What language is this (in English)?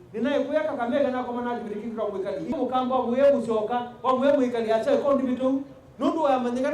Kamba